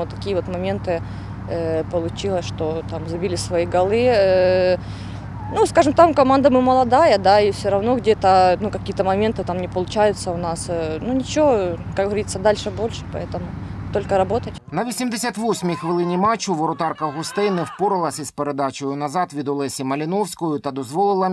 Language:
Ukrainian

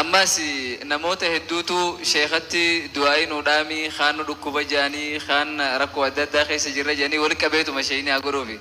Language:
Oromo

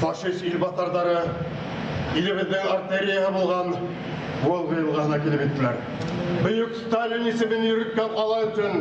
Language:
Bashkir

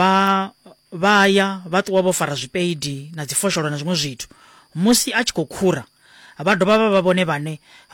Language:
Venda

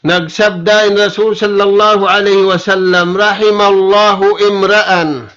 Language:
Tausug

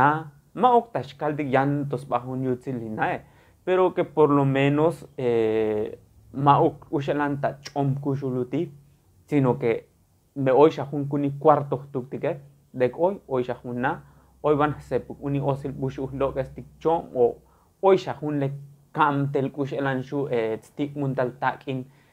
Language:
Tzotzil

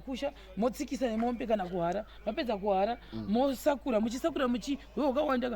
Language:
Shona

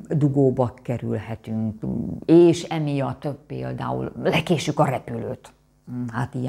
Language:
Hungarian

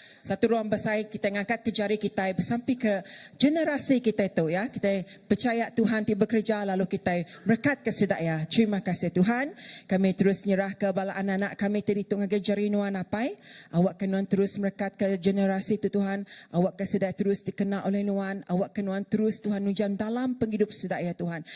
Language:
Iban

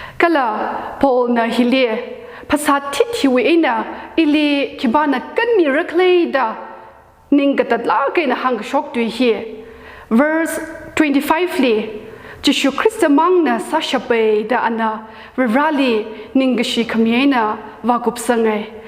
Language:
Tangkhul Naga (India)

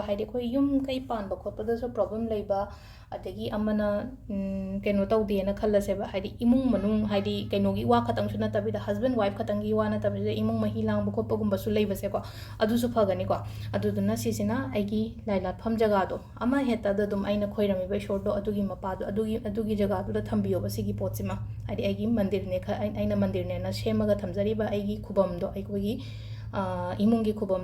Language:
Manipuri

